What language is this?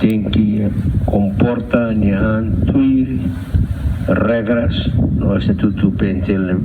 Tetum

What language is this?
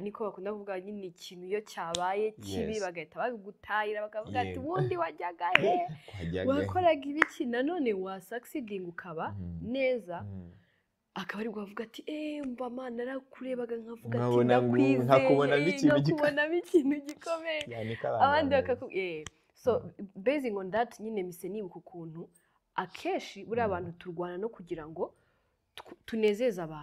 Kinyarwanda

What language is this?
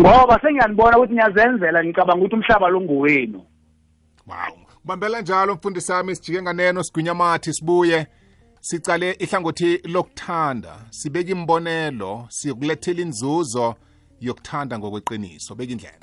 South Ndebele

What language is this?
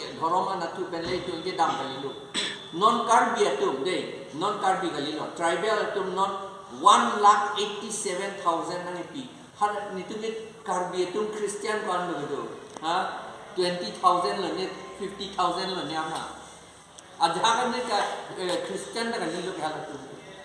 Karbi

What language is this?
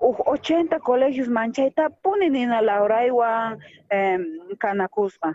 South Bolivian Quechua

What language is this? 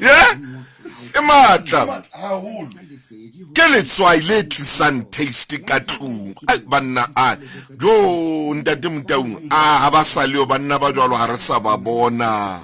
Southern Sotho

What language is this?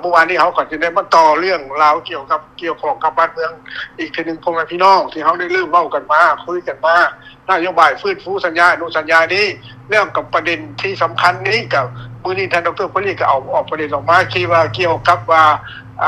Lao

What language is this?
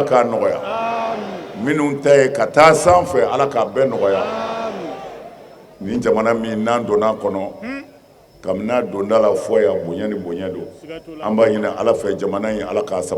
Bambara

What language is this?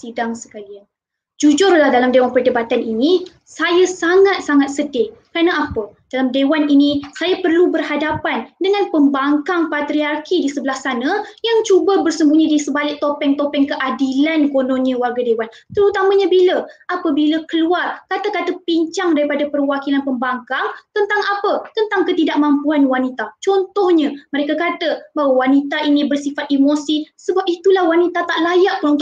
Malay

